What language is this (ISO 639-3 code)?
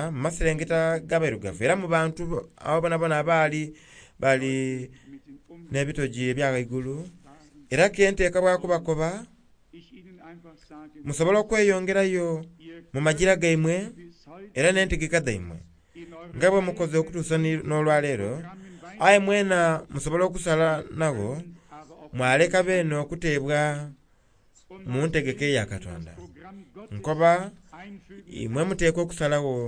xog